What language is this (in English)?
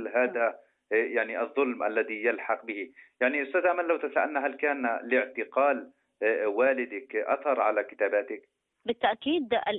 Arabic